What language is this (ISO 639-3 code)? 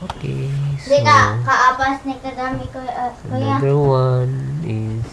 ceb